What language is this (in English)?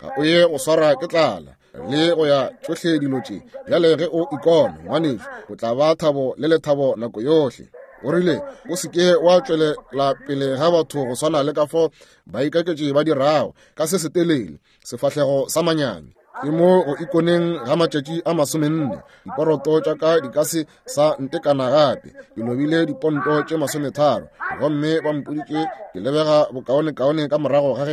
Northern Sotho